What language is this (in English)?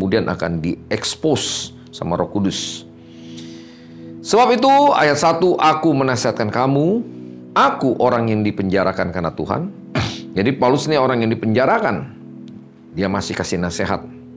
Indonesian